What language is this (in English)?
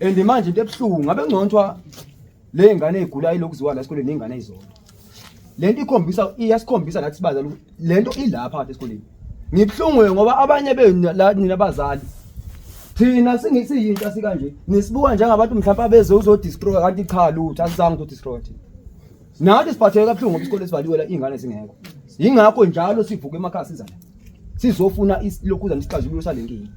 Zulu